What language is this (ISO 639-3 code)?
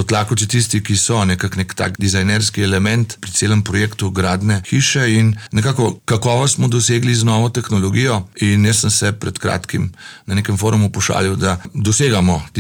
slv